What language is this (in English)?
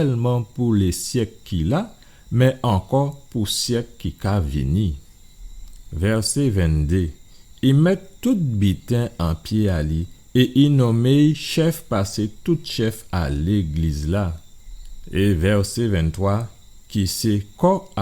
Guadeloupean Creole French